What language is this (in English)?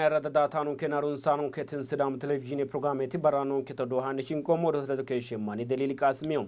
Sidamo